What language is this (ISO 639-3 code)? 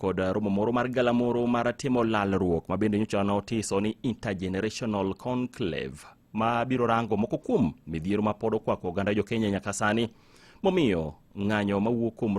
luo